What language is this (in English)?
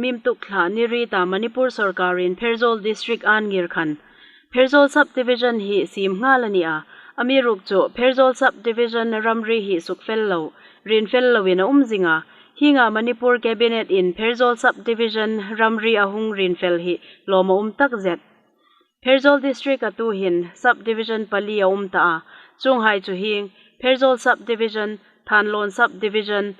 Hmar